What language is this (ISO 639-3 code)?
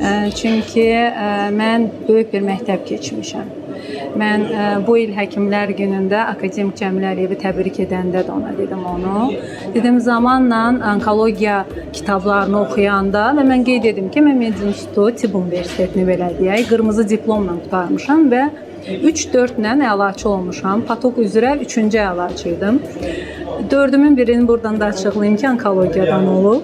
aze